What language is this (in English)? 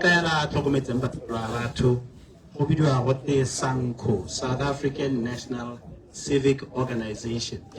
Tswana